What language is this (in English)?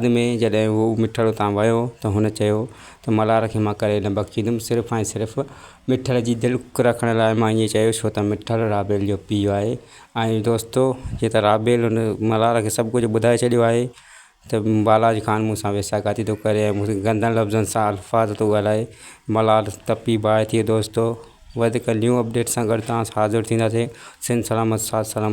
Sindhi